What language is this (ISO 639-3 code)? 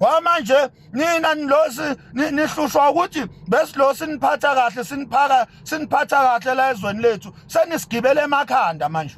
zul